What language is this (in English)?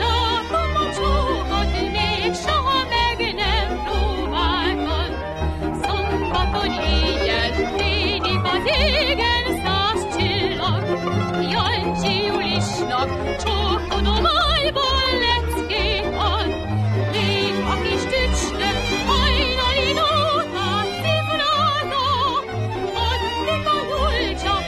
Hungarian